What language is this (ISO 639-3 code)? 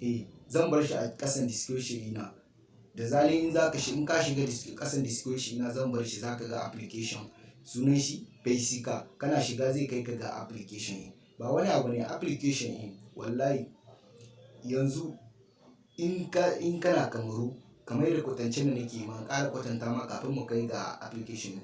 hau